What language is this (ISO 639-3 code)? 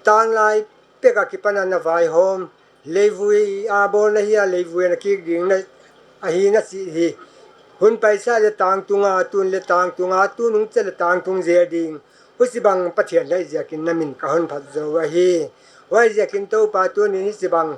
pck